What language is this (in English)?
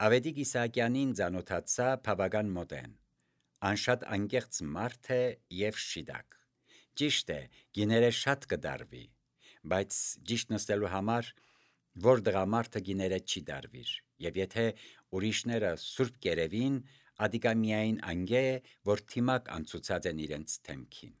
Armenian